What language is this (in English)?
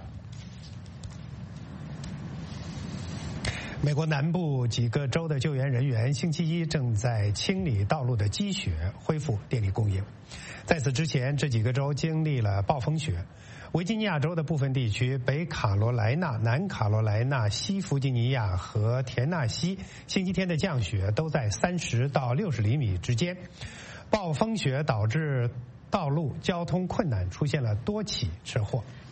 Chinese